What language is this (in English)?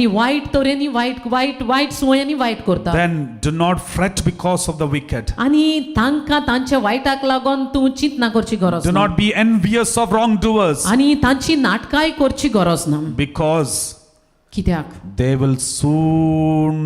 Konkani